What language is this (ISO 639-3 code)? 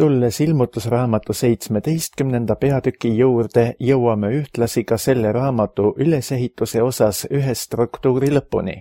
est